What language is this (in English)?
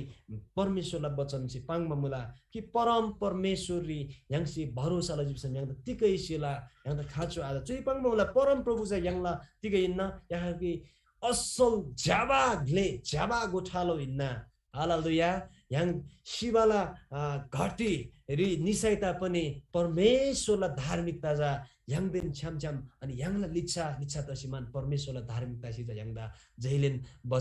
Eastern Tamang